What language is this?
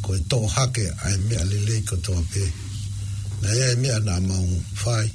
Tongan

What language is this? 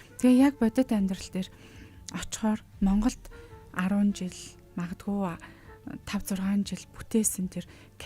Mongolian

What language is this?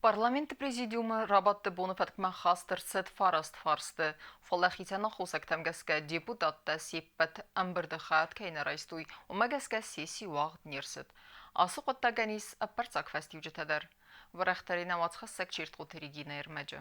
Ossetic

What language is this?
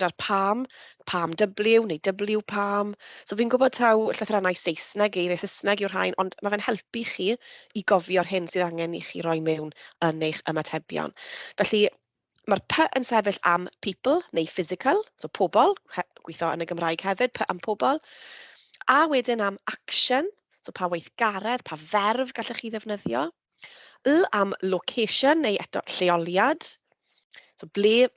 Welsh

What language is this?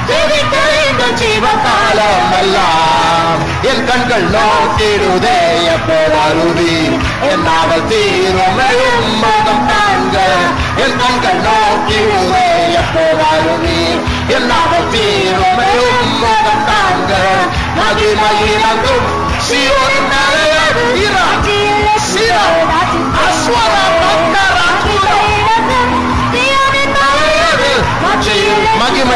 Tamil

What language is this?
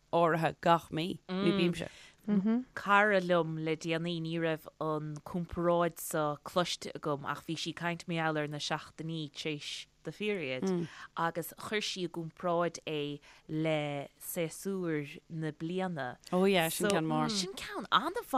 Irish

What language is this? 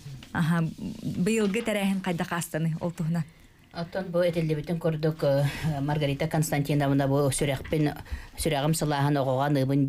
Yakut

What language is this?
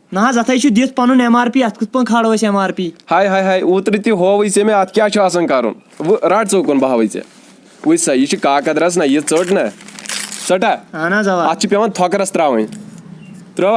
Kashmiri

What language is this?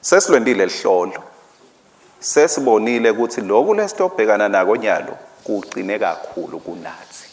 Swati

